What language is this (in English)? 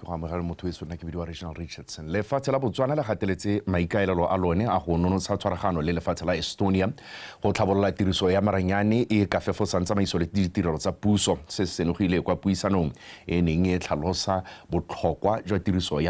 Tswana